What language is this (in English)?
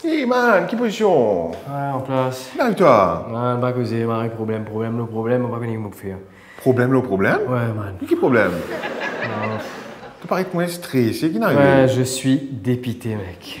Morisyen